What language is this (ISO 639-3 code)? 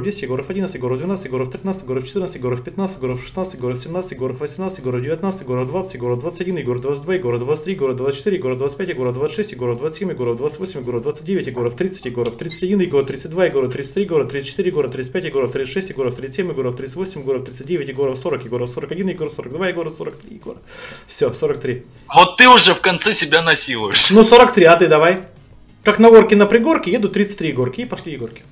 rus